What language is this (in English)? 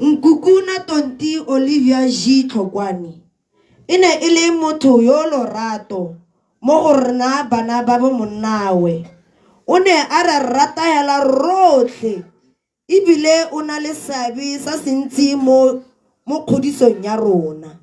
Tswana